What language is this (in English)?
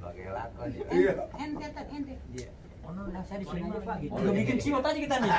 Betawi